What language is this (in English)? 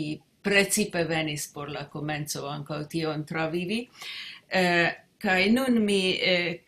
Esperanto